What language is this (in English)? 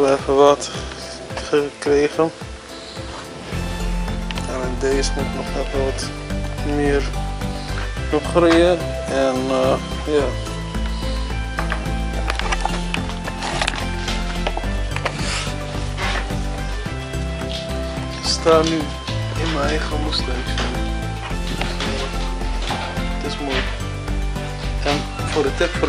Dutch